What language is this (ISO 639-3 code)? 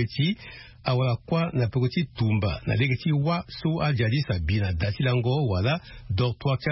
sag